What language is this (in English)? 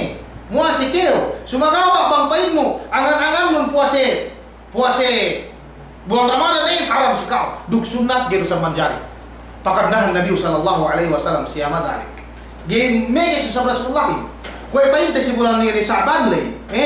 Yakan